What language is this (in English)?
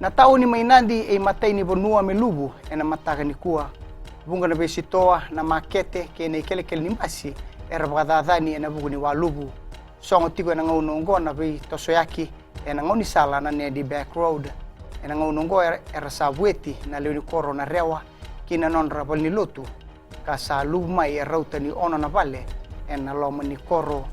Fijian